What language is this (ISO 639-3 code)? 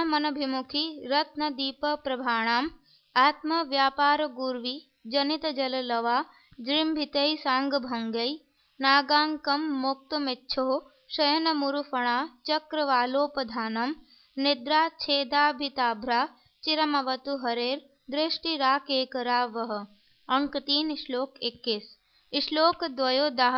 san